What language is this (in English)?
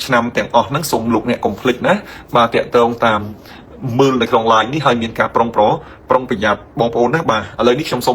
Khmer